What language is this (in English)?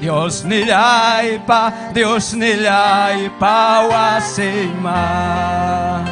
Ayacucho Quechua